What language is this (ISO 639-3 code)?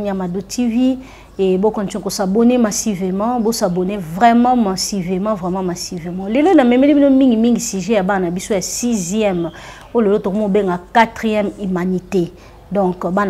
lin